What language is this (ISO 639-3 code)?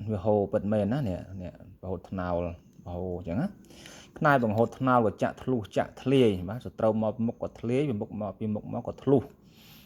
khm